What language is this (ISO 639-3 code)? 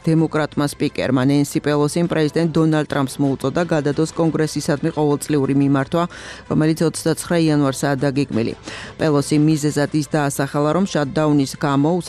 kat